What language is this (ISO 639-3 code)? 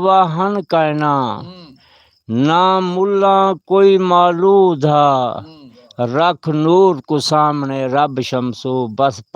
skr